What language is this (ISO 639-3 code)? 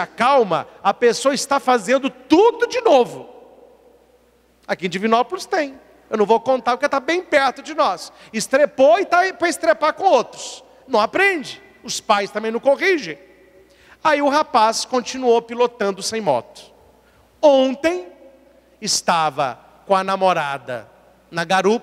por